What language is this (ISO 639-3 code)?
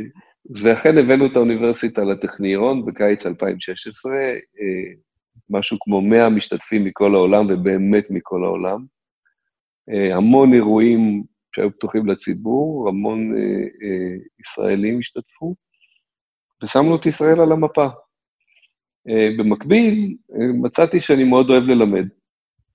heb